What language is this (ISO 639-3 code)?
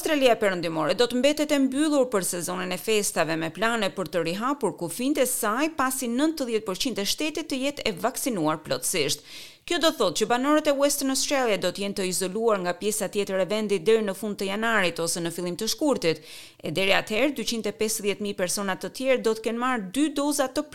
sqi